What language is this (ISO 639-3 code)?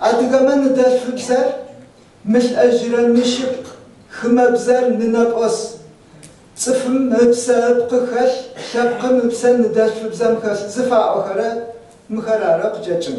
ady